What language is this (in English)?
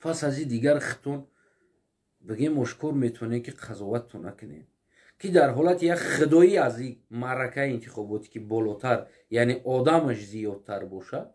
Tajik